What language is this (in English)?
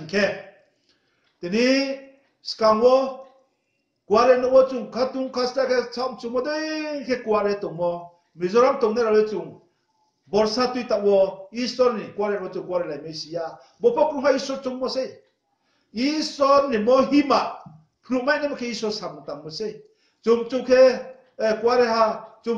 Riang (India)